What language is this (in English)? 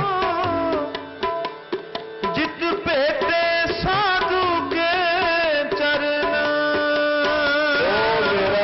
Punjabi